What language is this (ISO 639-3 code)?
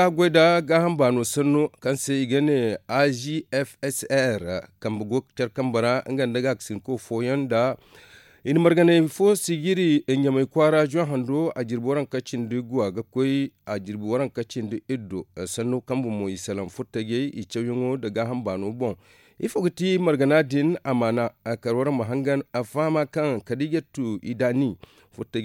dje